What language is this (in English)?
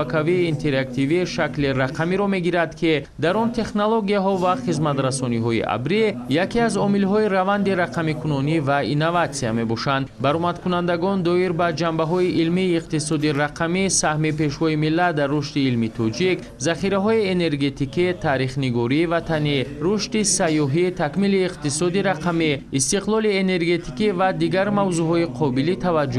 Tajik